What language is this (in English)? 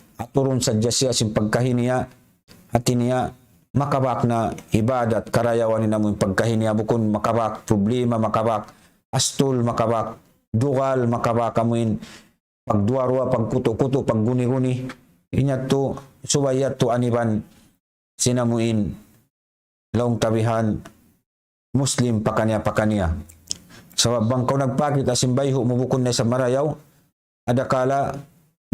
Tausug